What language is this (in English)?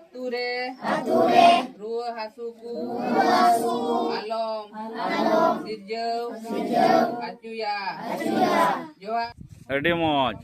Santali